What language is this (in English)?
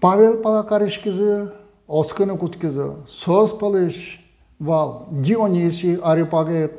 Udmurt